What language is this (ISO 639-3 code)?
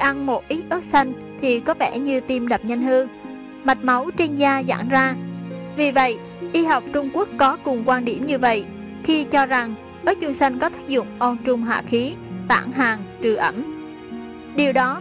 vie